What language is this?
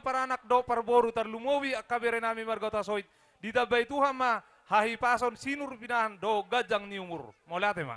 Batak Toba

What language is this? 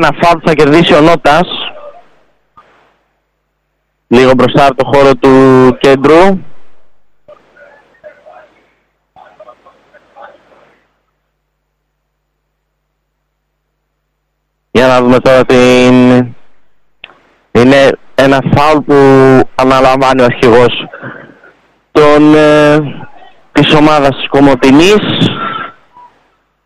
Greek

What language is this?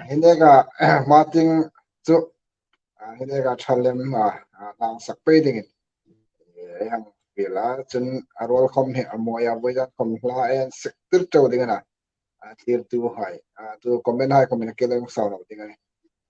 Hmar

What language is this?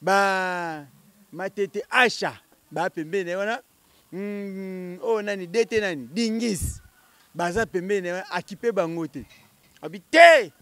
Lingala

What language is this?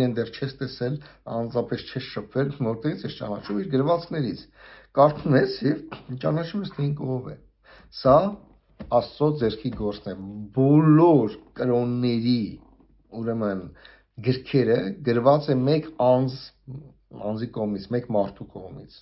Armenian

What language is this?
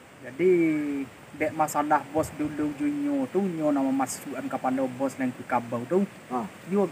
Minangkabau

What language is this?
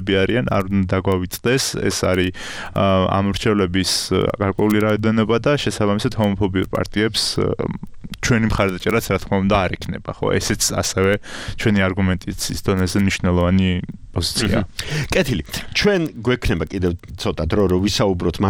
Georgian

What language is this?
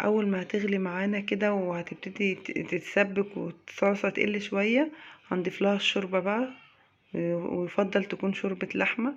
Egyptian Arabic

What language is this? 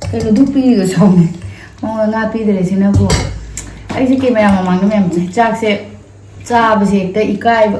Manipuri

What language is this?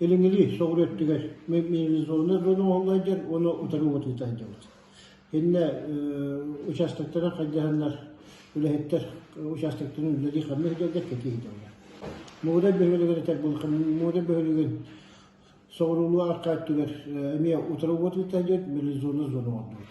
Yakut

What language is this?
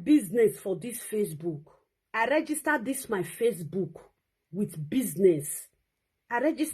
Nigerian Pidgin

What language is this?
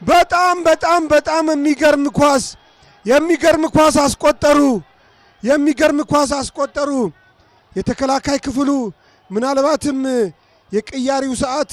Amharic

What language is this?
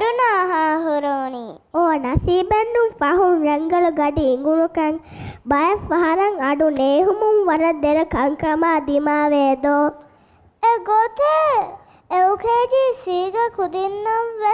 Divehi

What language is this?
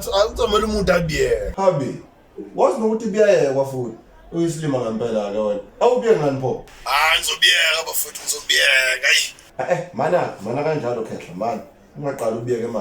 Zulu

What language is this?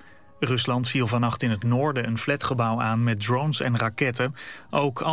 Dutch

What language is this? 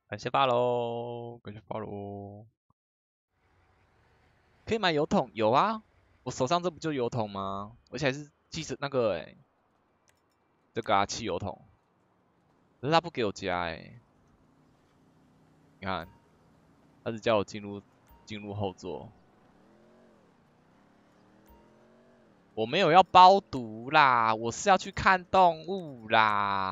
Chinese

